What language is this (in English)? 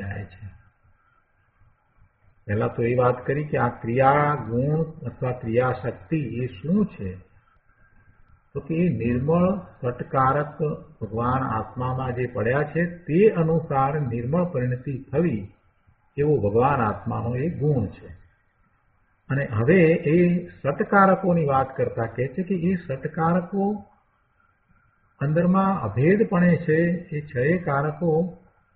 Gujarati